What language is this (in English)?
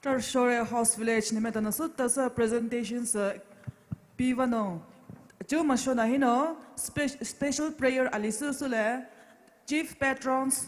Poumei Naga